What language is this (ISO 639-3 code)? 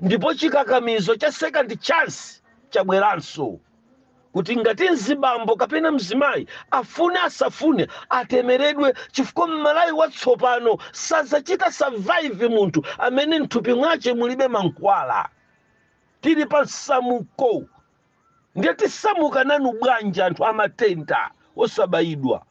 nya